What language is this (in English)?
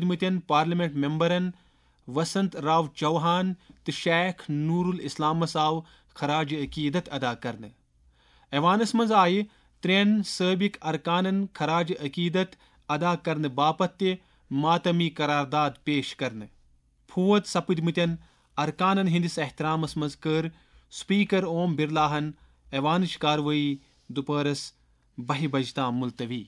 Kashmiri